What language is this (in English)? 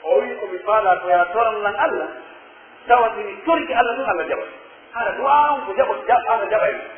Pular